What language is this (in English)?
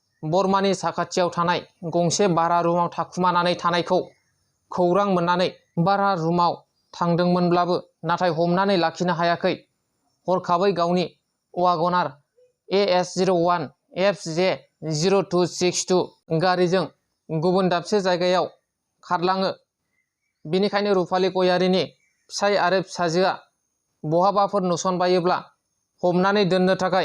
Bodo